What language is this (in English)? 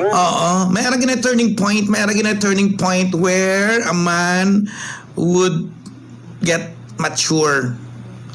Hiligaynon